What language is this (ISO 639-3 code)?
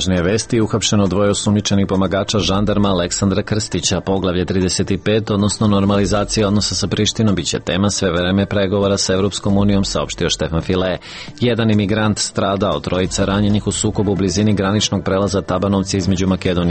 srp